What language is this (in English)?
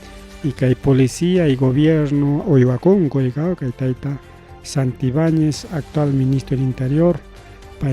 Ayacucho Quechua